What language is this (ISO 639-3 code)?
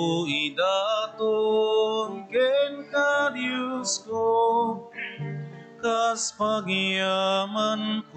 ilo